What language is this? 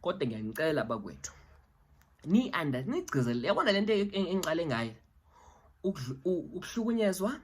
Zulu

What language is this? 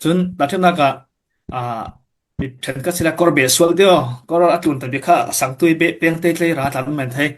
Falam Chin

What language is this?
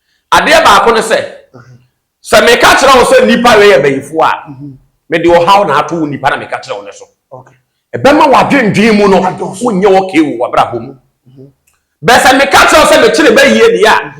Akan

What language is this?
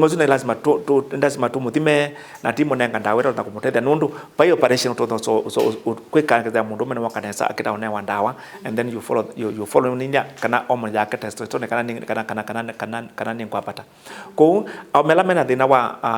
Kamba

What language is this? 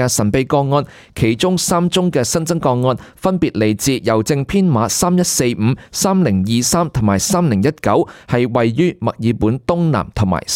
Cantonese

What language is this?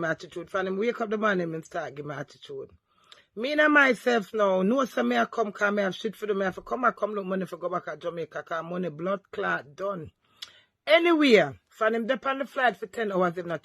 Jamaican Creole English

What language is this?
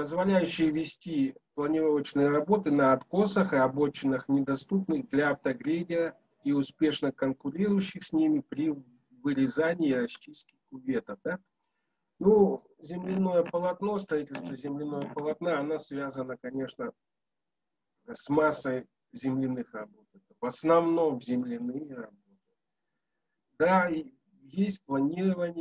Russian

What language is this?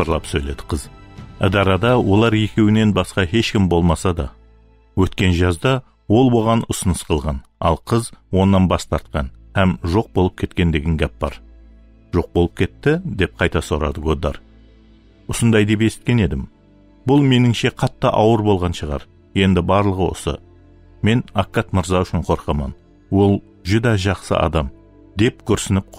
Kara-Kalpak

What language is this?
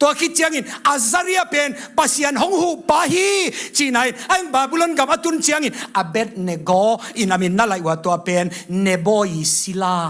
Tedim Chin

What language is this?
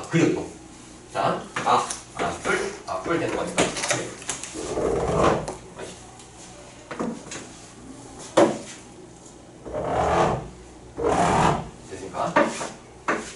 Korean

